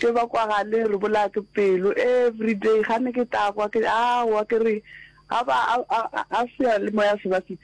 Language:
Northern Sotho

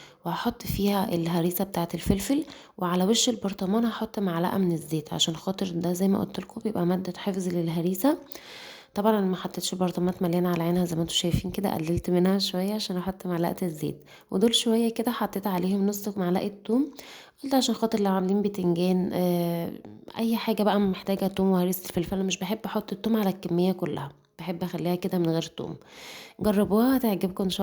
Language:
Egyptian Arabic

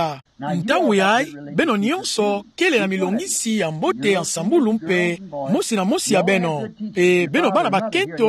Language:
Kituba (Democratic Republic of Congo)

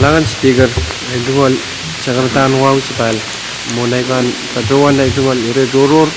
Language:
Pohnpeian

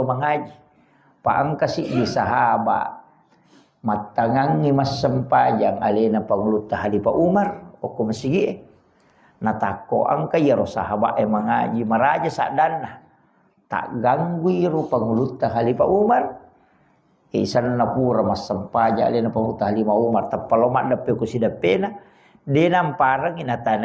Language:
Buginese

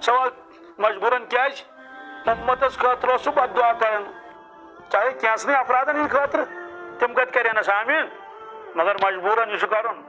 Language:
Kashmiri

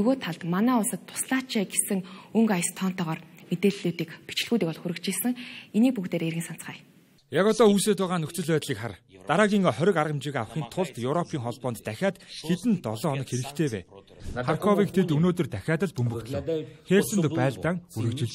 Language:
Mongolian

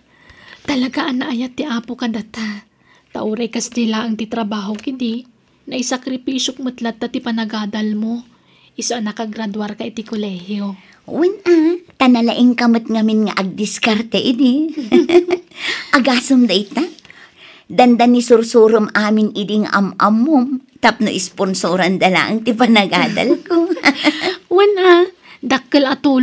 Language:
Iloko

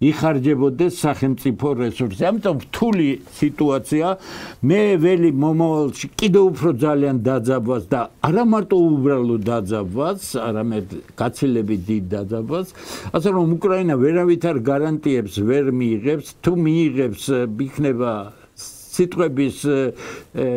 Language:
Georgian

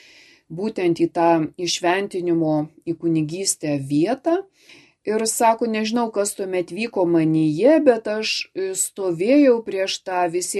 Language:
Lithuanian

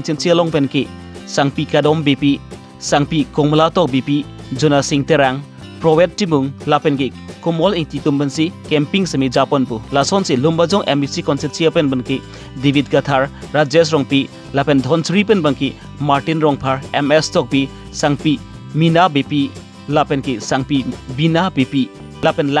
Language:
Karbi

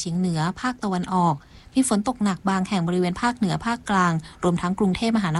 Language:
Thai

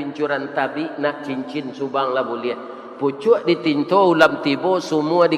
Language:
Minangkabau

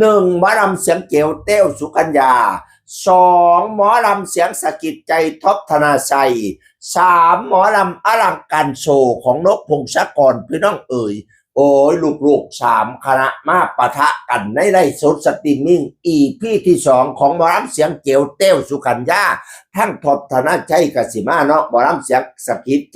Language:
Northeastern Thai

